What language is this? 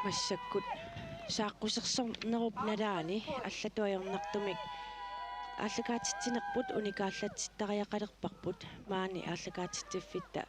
Kalaallisut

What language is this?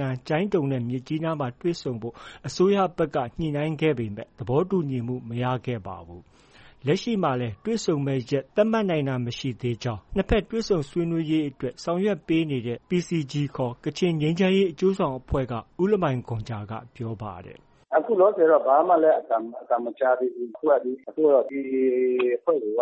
Burmese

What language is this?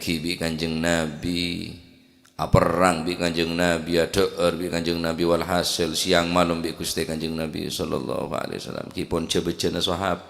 Madurese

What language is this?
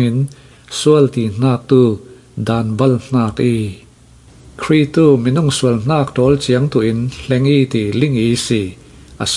Falam Chin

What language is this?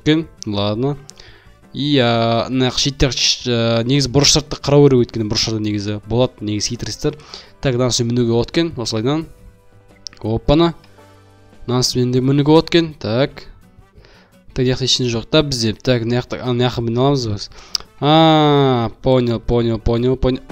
Kazakh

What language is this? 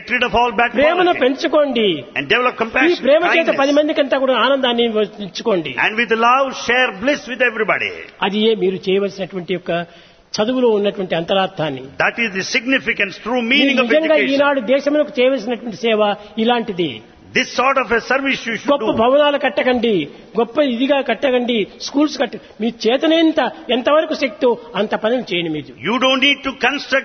Telugu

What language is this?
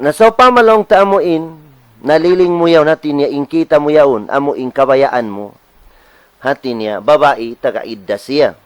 Tausug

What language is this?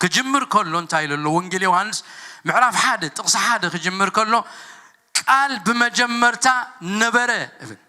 Tigrinya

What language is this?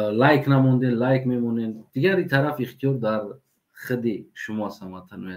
Tajik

